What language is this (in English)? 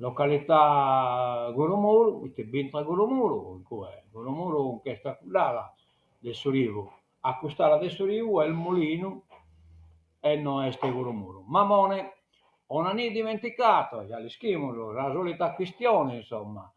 Sardinian